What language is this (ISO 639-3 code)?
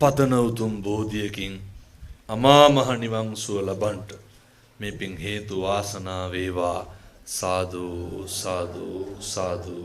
sin